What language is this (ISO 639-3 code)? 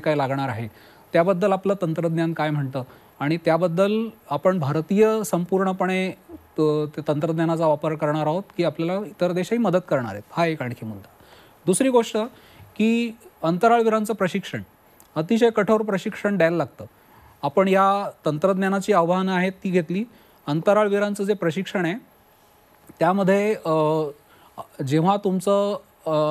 mar